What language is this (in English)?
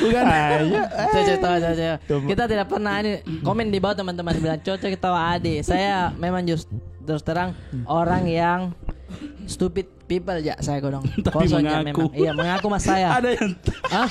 Makassar Malay